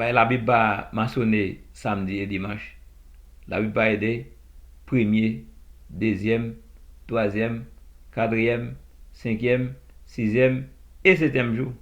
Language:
Haitian Creole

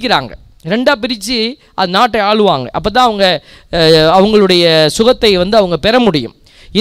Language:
Tamil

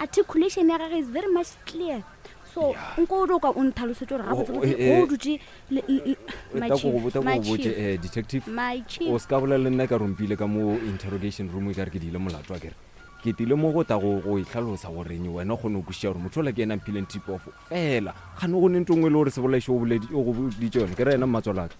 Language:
Northern Sotho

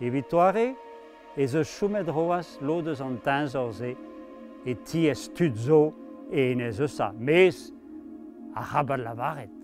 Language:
Breton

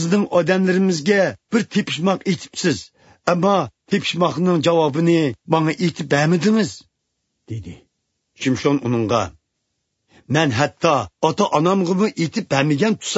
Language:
Uyghur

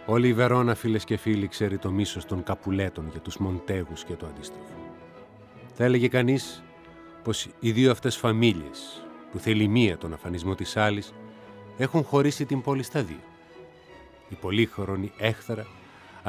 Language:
Greek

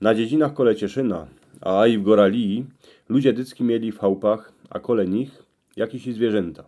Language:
Silesian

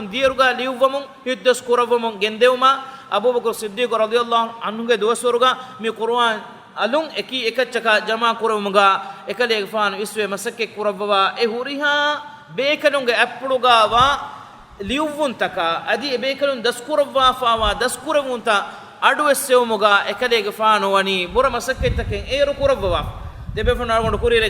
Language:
Divehi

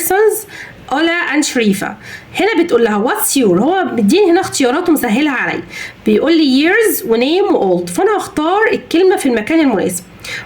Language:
Egyptian Arabic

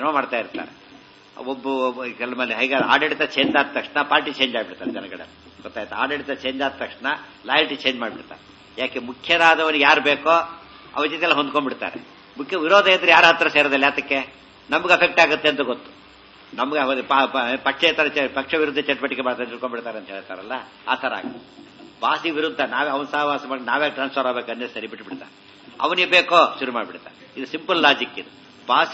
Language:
Kannada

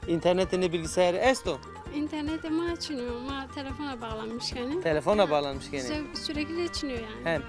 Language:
Zaza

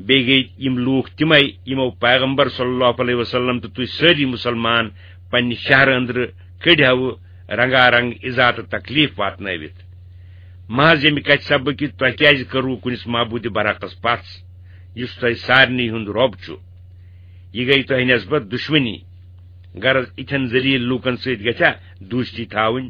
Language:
Kashmiri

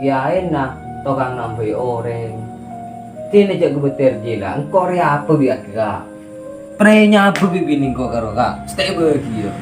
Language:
Madurese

